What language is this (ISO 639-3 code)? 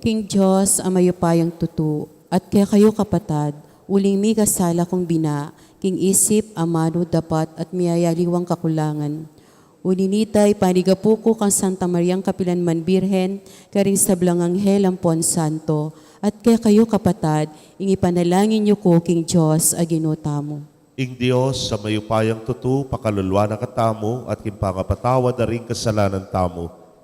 pam